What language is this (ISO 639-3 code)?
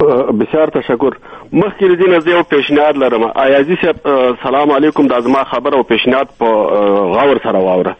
fas